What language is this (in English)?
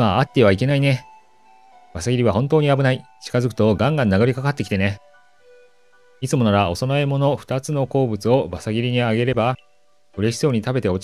Japanese